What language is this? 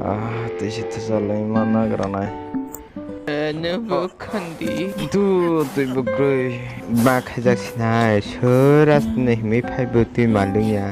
Kok Borok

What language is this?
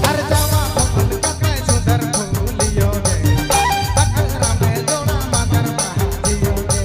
Sadri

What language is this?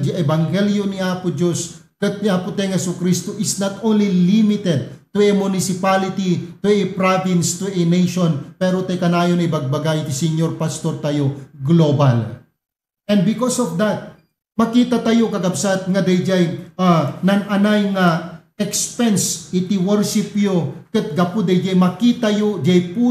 Iloko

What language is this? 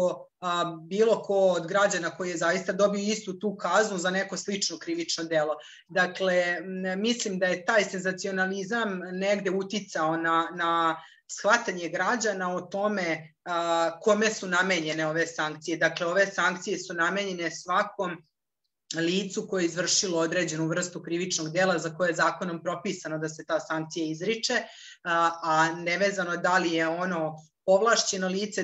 Serbian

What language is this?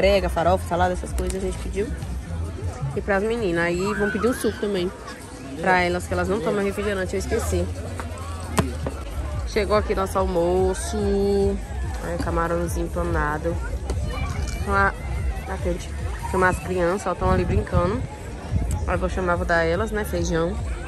Portuguese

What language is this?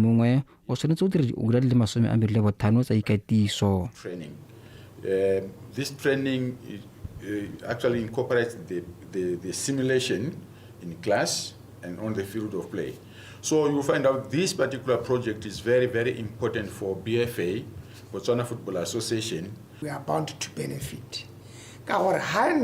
Tswana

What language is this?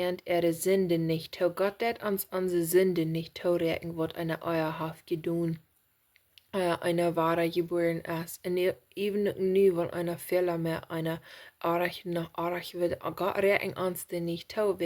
Plautdietsch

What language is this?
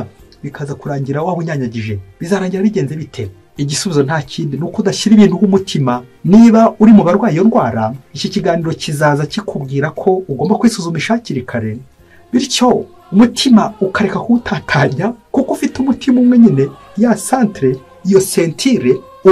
Kinyarwanda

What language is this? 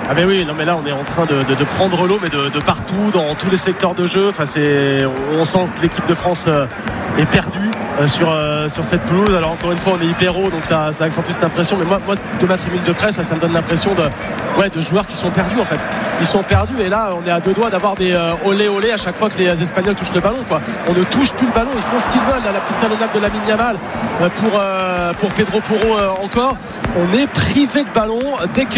French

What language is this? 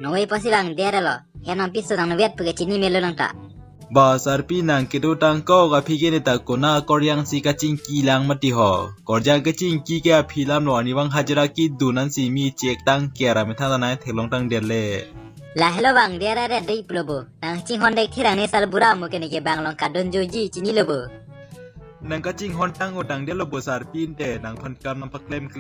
Karbi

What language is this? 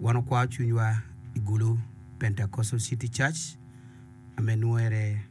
Acoli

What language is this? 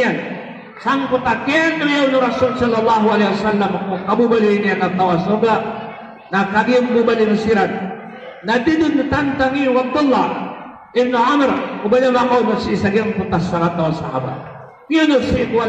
Maranao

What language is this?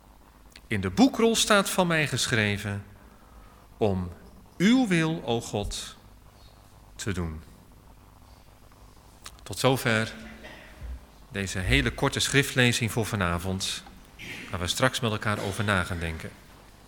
Dutch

